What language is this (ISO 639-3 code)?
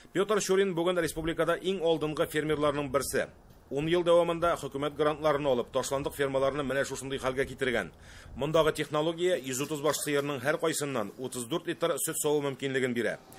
tat